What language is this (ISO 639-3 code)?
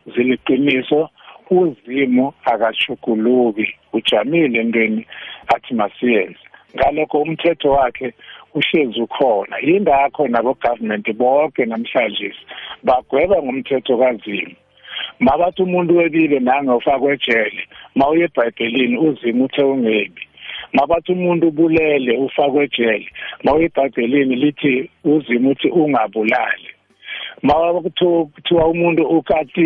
nbl